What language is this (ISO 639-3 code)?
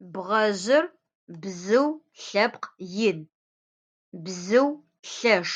ady